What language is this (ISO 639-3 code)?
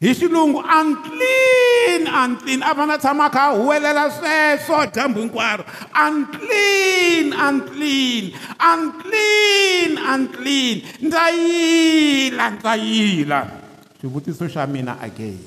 tso